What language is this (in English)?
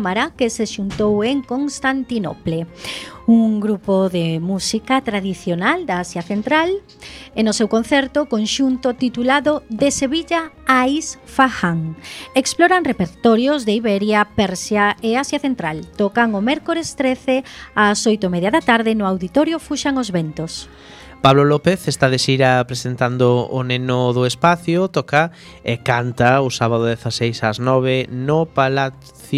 Galician